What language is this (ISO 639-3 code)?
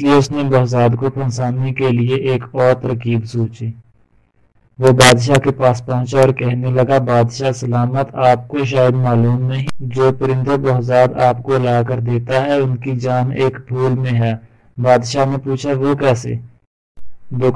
urd